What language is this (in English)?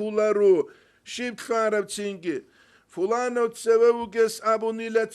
Avaric